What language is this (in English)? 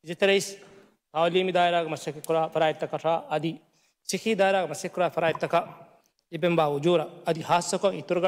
Divehi